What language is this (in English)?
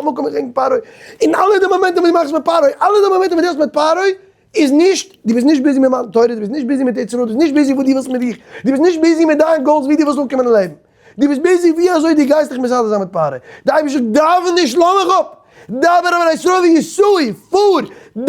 Yiddish